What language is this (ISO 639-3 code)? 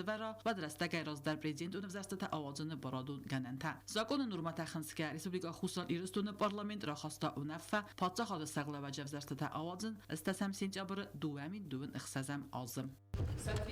oss